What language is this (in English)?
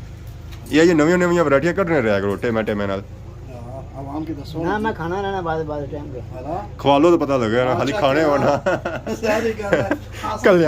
Pahari-Potwari